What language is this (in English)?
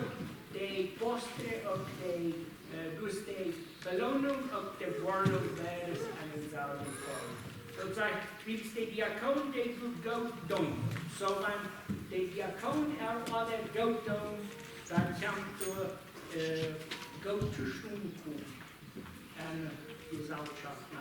Plautdietsch